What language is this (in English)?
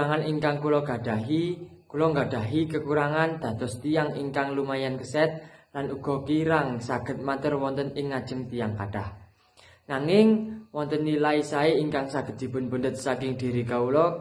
Javanese